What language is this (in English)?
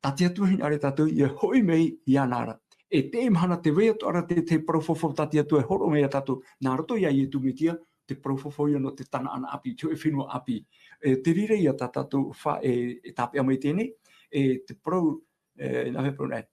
Tahitian